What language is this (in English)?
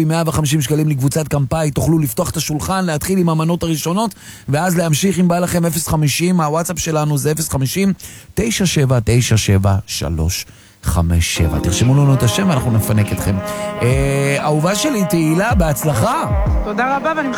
Hebrew